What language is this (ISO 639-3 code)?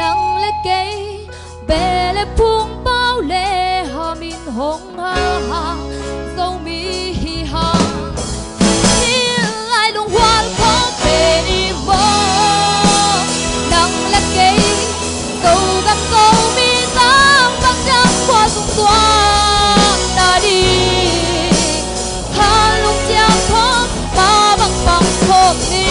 ctd